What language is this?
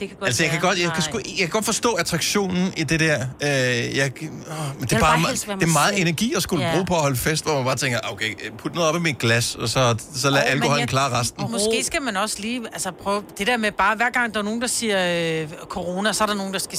Danish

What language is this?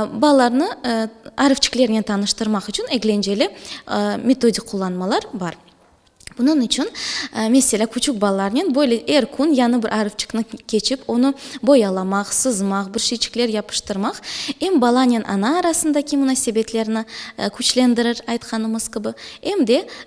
Crimean Tatar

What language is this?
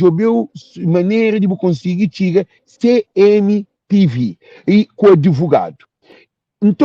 Kabuverdianu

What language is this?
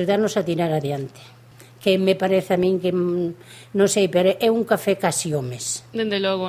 Galician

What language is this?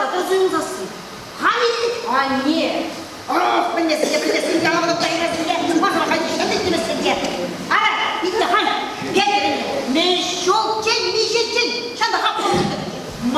Chuvash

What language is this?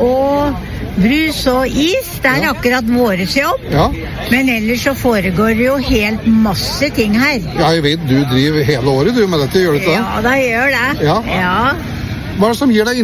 Norwegian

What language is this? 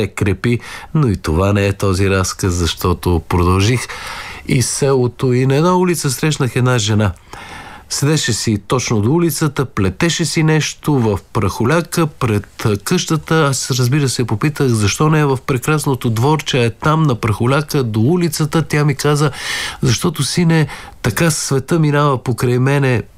Bulgarian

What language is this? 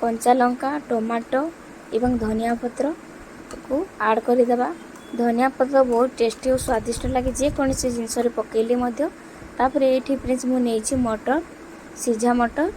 Odia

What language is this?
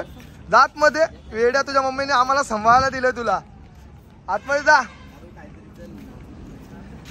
Marathi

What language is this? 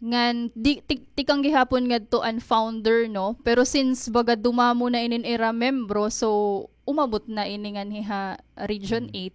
Waray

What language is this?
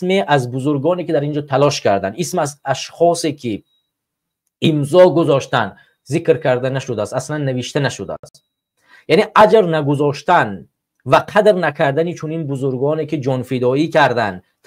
Tajik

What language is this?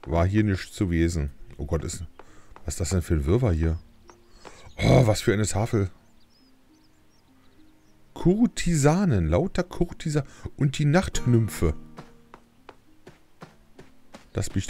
German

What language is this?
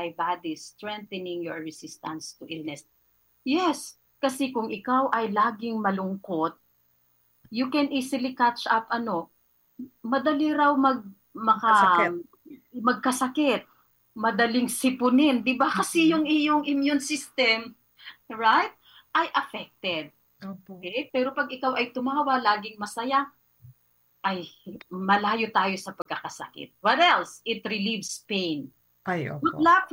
Filipino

